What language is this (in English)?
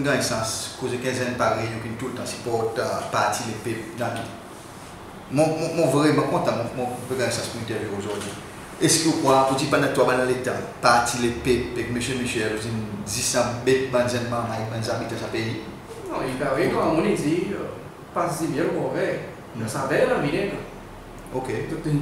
Seselwa Creole French